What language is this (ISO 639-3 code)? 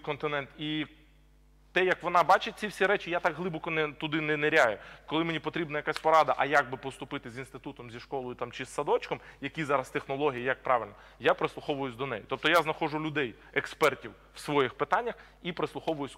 ukr